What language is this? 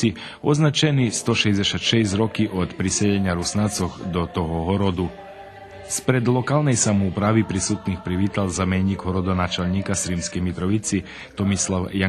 Rusyn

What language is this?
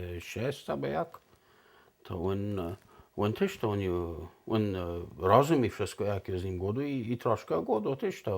Kashubian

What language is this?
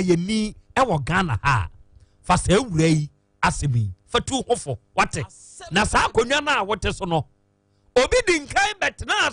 Akan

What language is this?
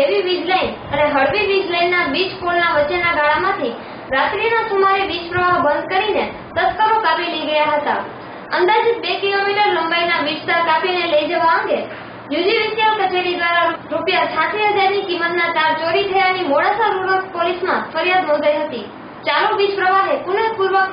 Gujarati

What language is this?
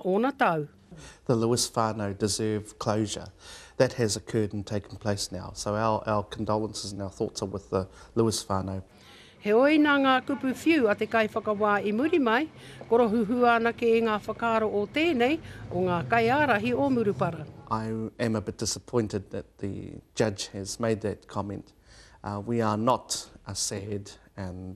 Māori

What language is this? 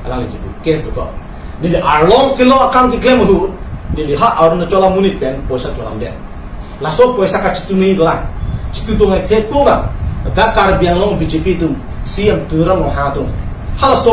Karbi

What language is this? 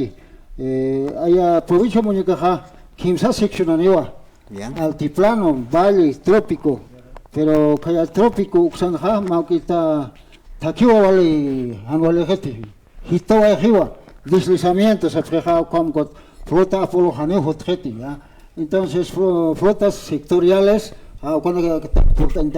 Aymara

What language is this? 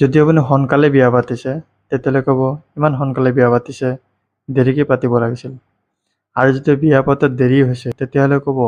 Assamese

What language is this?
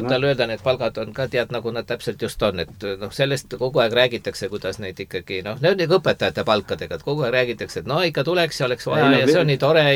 Estonian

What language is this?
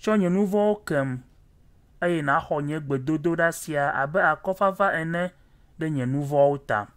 Ewe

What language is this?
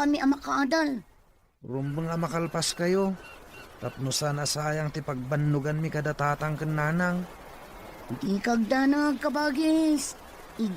Iloko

